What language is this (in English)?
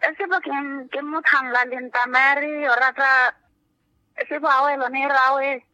Makhuwa